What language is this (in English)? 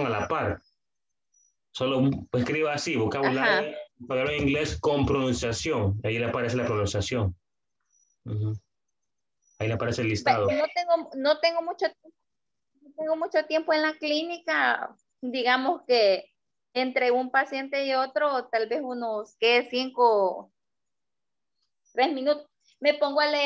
Spanish